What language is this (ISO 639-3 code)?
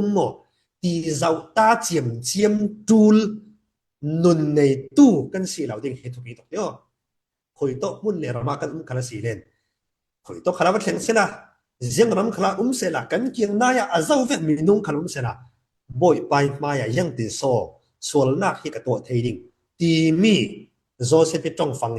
cfm